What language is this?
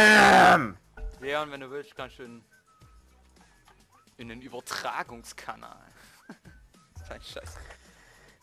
German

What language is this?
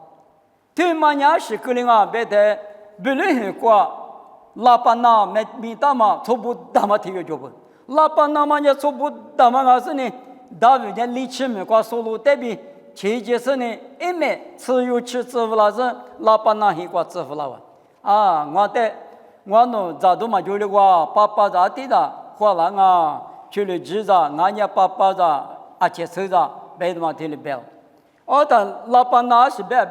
Lisu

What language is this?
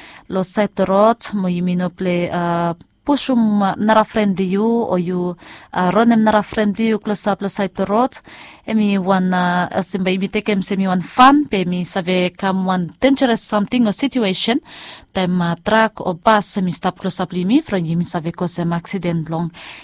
Bislama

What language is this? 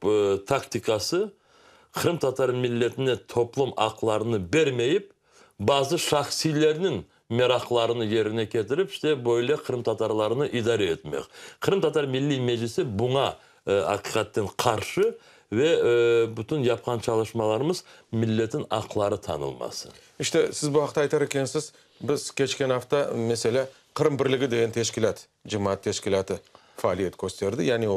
Crimean Tatar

